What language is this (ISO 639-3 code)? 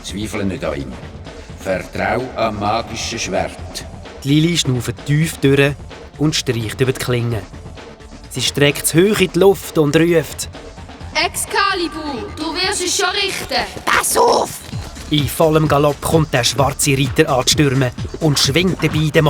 gsw